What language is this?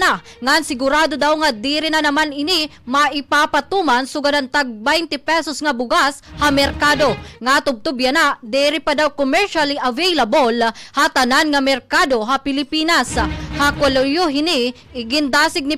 Waray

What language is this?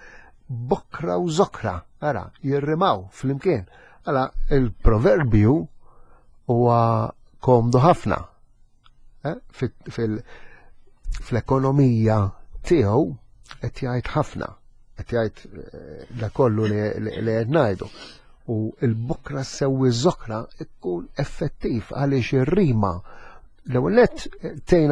Maltese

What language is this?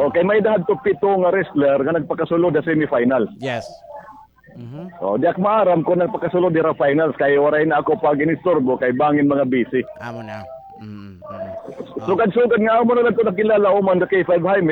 Waray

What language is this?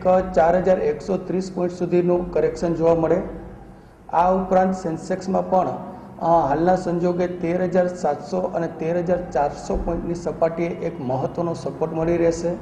Gujarati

